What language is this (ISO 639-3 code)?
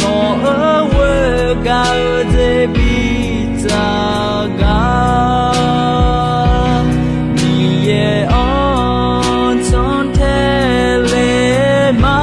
ahk